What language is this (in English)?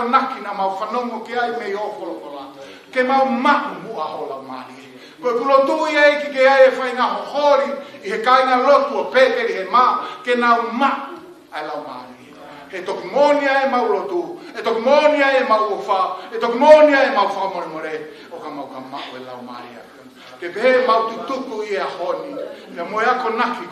Tongan